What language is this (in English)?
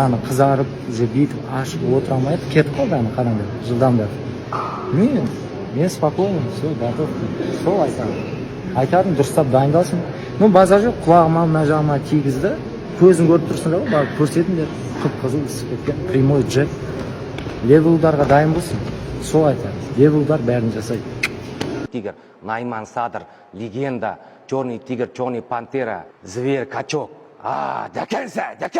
Kazakh